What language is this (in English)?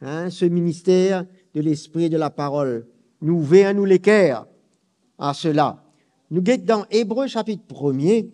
Morisyen